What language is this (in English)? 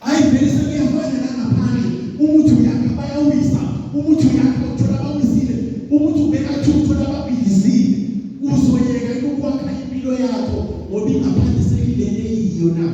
Zulu